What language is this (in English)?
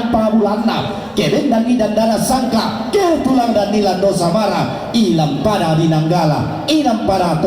Toraja-Sa'dan